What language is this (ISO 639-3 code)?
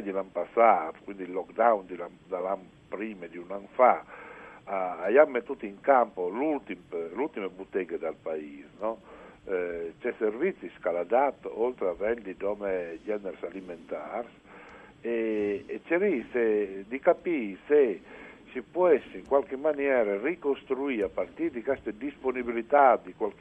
fur